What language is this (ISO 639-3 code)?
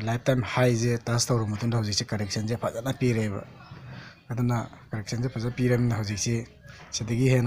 mni